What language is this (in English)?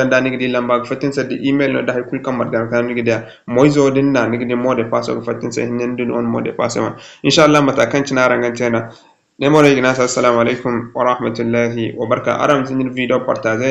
Zarma